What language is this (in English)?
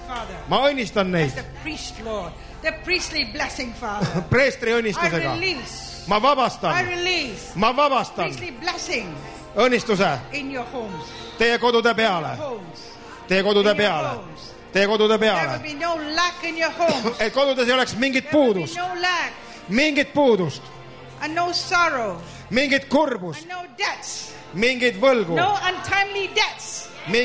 Estonian